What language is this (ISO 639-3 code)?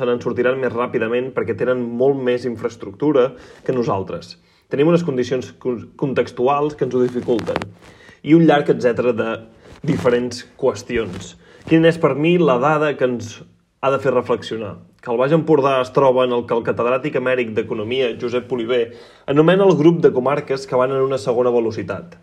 cat